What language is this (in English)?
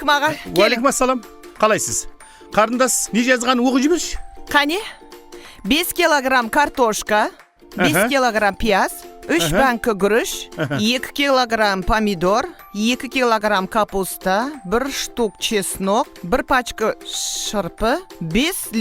Kara-Kalpak